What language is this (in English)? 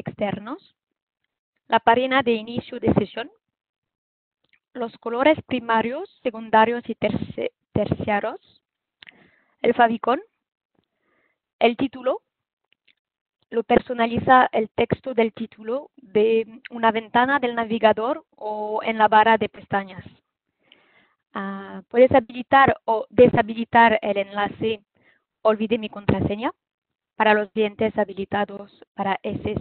Spanish